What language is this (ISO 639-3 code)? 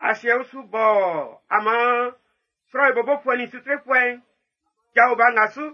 bci